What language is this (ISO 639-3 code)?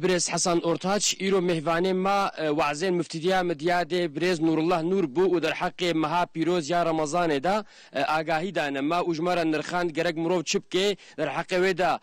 kur